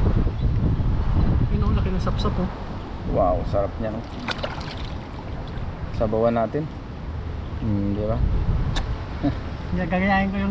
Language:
Filipino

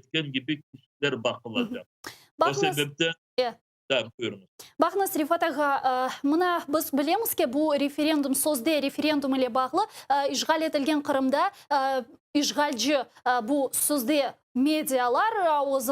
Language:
Crimean Tatar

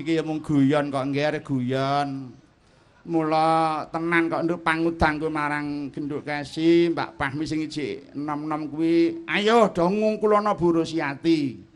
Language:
Javanese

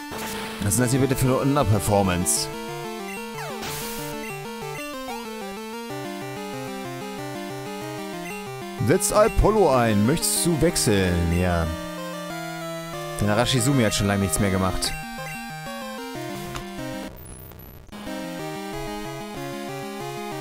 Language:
German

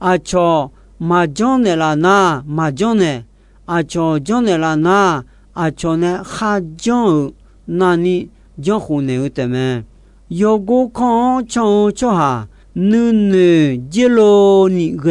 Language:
Akha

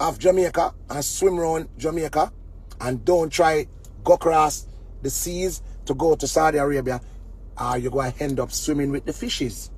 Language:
Jamaican Creole English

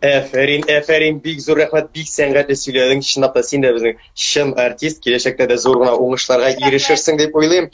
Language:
Tatar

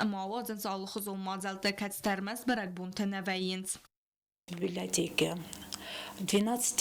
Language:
Ossetic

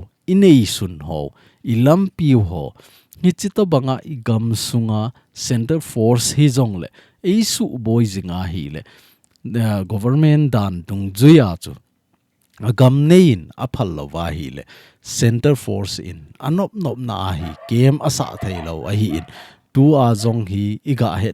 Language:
Thado Chin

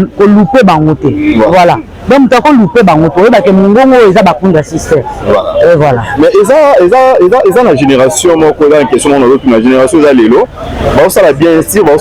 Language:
Lingala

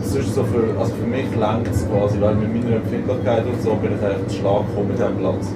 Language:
Swiss German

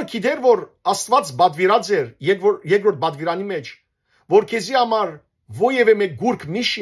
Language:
Western Armenian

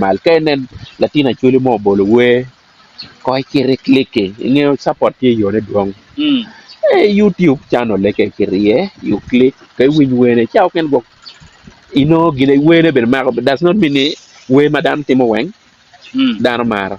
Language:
Acoli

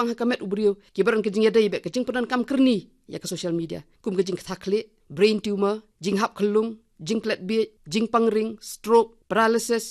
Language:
Khasi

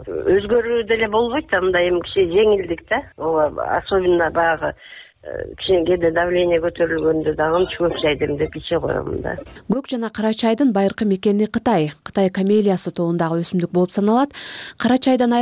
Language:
Kyrgyz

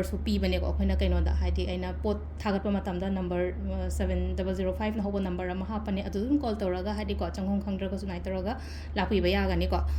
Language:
Manipuri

